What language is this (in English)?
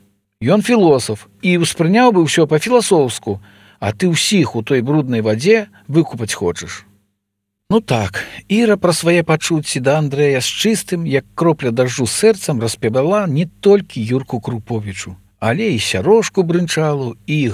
Belarusian